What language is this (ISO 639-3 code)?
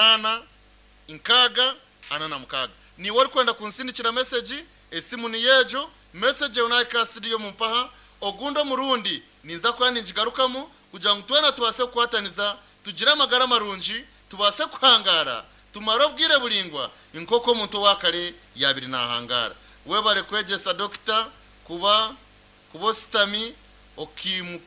nyn